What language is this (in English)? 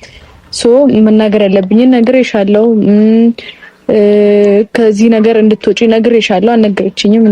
Amharic